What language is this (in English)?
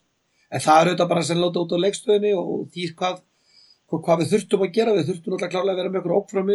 Icelandic